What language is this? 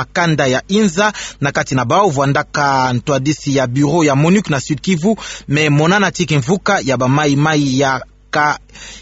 Kituba (Democratic Republic of Congo)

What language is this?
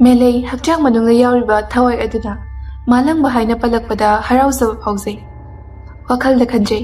Manipuri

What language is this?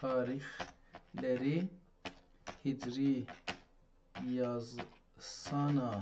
South Azerbaijani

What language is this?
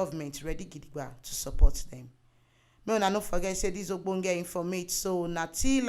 Nigerian Pidgin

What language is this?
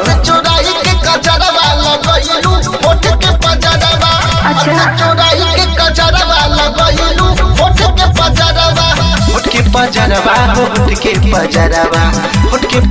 Bhojpuri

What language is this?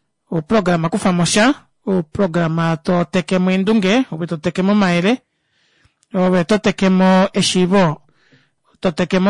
Kuanyama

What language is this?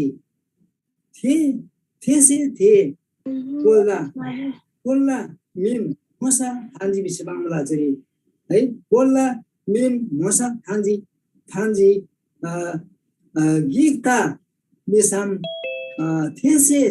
Eastern Tamang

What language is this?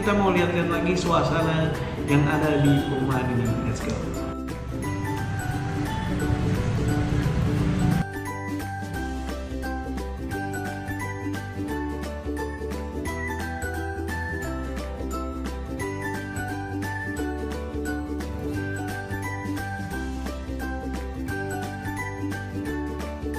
Indonesian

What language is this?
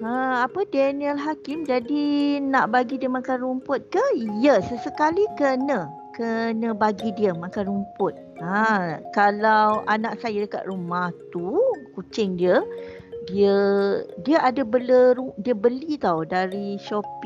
Malay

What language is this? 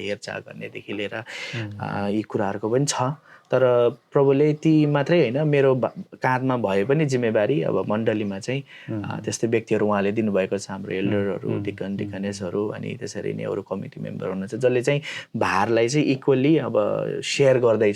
Nepali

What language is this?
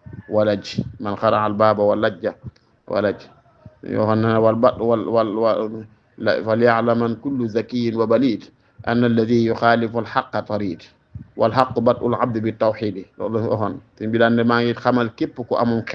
Wolof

